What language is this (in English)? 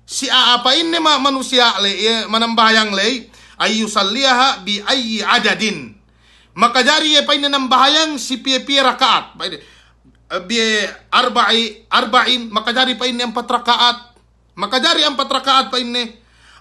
Yakan